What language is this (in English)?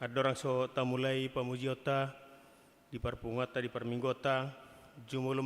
Batak Toba